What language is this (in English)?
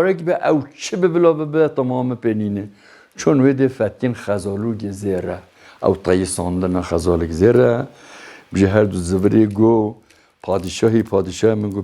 Kurdish